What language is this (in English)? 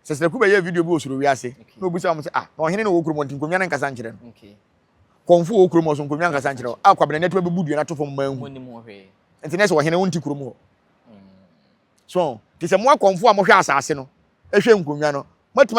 Akan